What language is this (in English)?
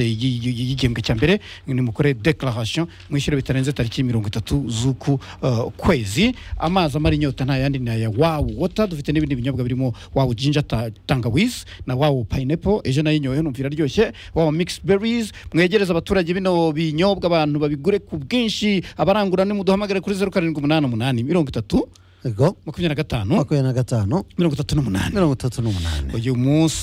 Kinyarwanda